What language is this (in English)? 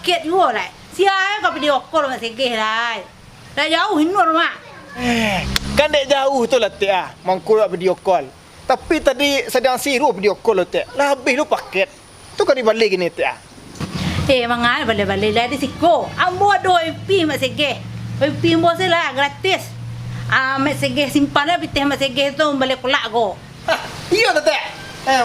Minangkabau